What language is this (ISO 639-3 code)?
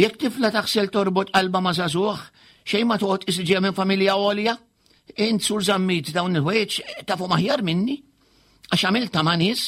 mlt